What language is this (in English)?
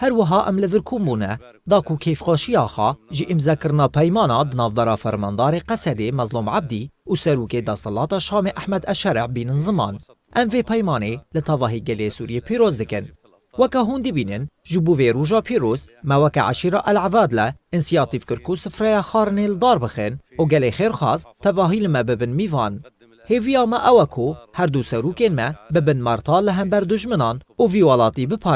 Kurdish